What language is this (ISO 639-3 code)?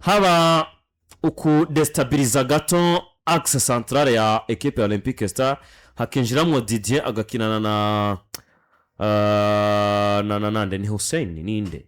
run